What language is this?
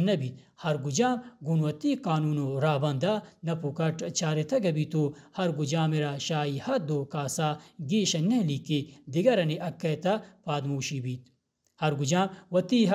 Baluchi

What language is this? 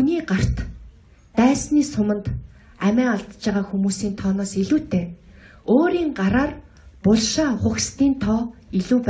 Mongolian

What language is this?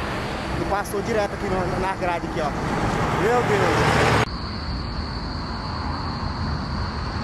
Portuguese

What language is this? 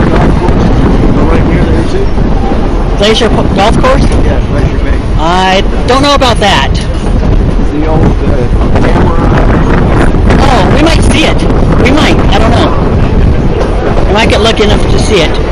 English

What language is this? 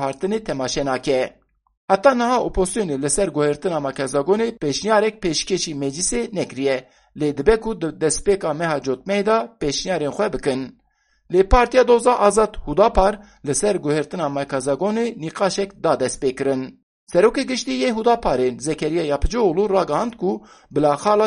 Kurdish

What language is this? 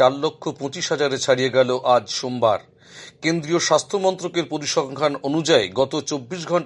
Bangla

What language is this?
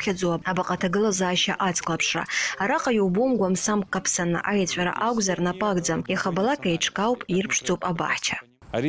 Abkhazian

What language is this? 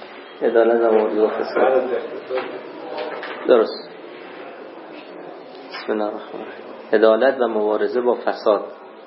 Persian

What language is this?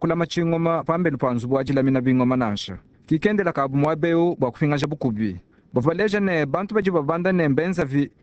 Luba-Lulua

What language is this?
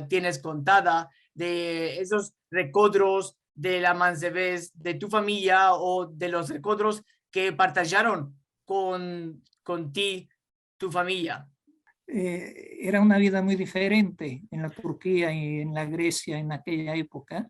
Ladino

